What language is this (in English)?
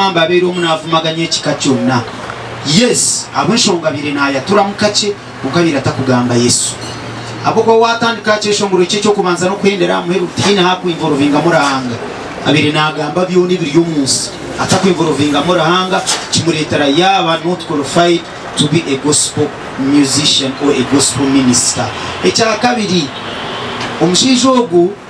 Nyankole